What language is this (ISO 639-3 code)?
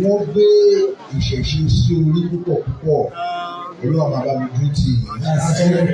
yor